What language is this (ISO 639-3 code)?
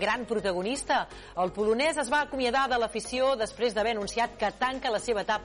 cat